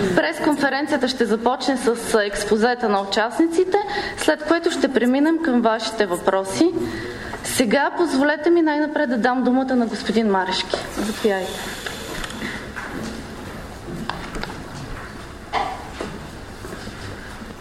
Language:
Bulgarian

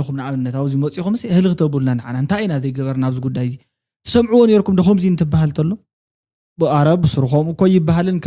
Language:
Tigrinya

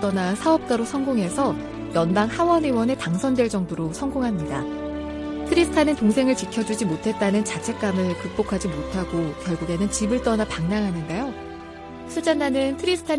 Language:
Korean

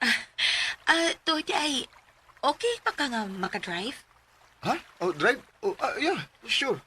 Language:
Cebuano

